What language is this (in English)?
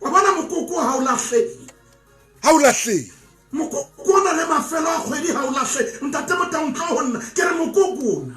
Southern Sotho